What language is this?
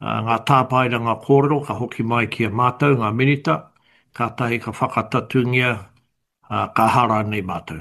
Māori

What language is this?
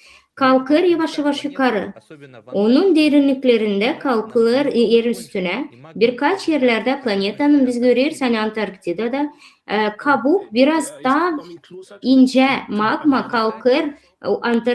Gagauz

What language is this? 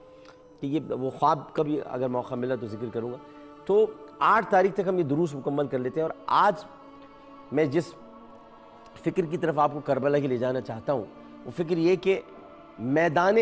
Urdu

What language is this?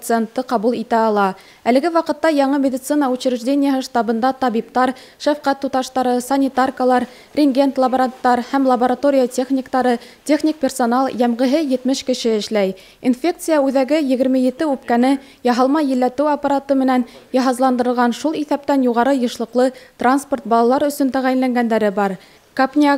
Bashkir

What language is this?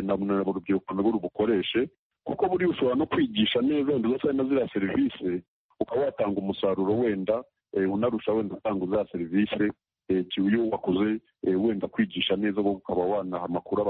Kinyarwanda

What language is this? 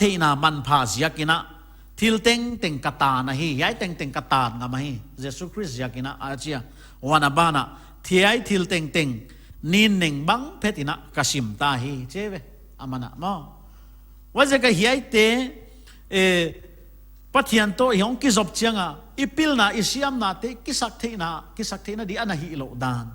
Paite Chin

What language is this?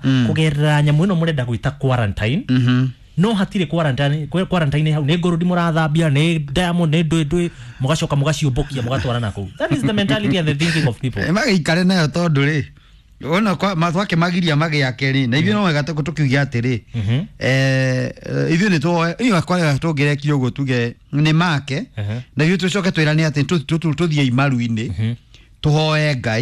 Kikuyu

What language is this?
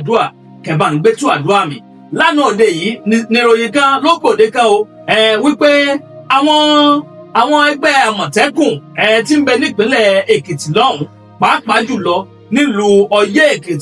Yoruba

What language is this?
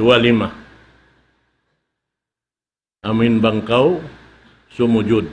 Tausug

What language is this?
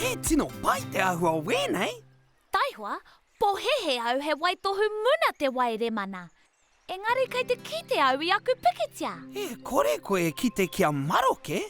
Māori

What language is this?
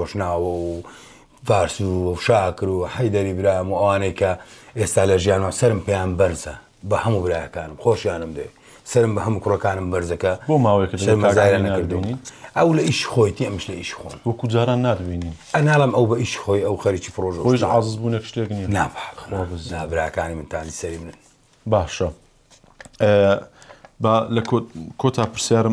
Central Kurdish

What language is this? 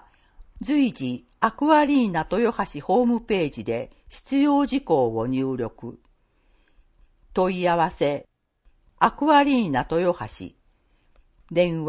Japanese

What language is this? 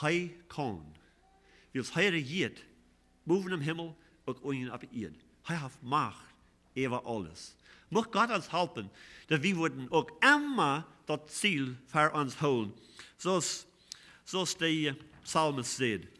Plautdietsch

